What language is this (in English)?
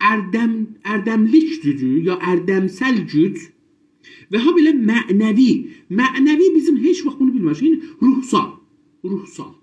South Azerbaijani